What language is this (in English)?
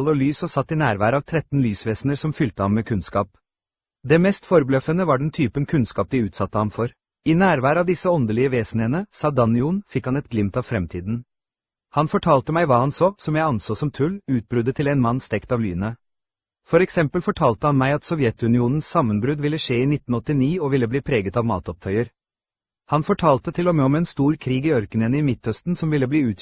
Norwegian